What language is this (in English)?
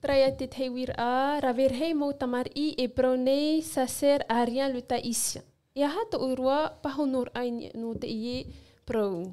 Tahitian